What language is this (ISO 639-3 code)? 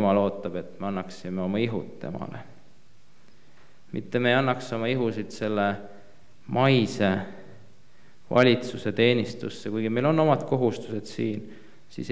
est